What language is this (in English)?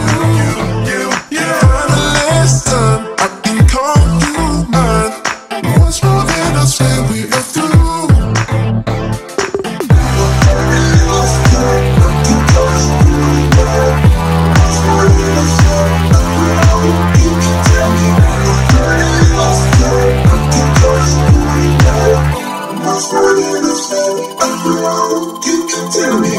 Filipino